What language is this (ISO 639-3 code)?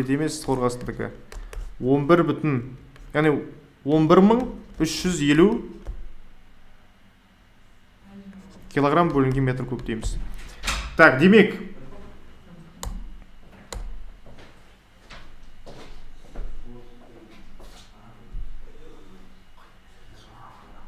kaz